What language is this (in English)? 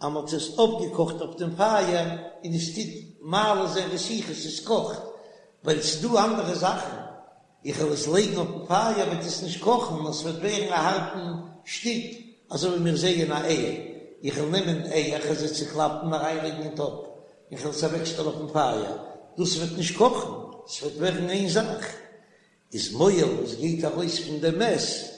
Yiddish